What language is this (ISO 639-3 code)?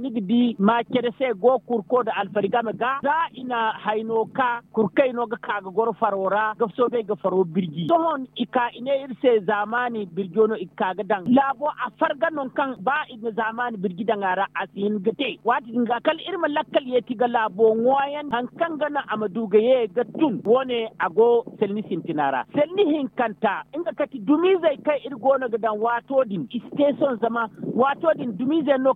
dje